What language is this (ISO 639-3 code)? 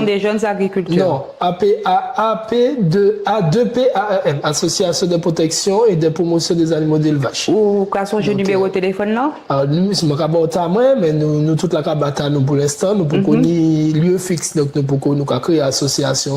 gcf